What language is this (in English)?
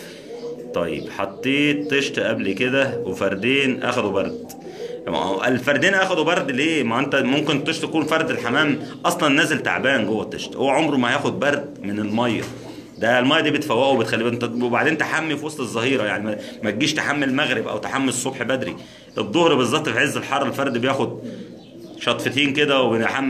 Egyptian Arabic